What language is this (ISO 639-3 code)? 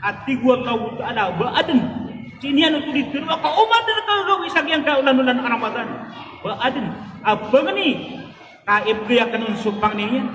mrw